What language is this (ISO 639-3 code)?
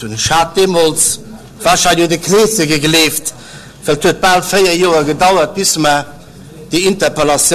ltz